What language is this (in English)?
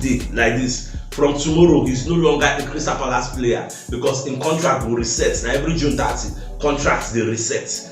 Nigerian Pidgin